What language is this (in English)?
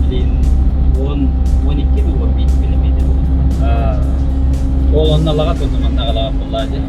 Yakut